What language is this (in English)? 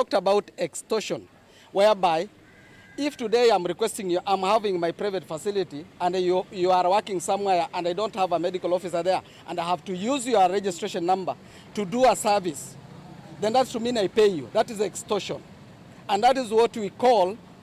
Kamba